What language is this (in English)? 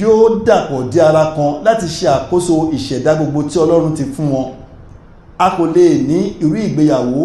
Yoruba